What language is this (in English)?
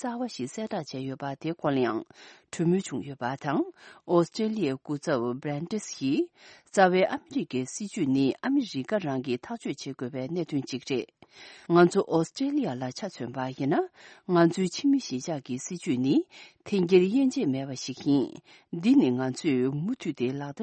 Tibetan